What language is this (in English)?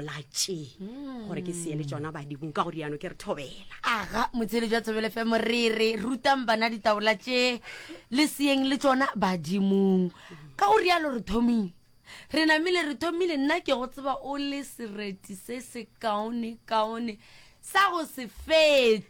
Northern Sotho